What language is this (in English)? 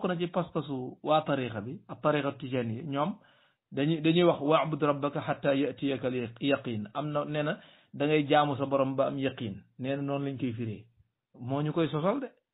Wolof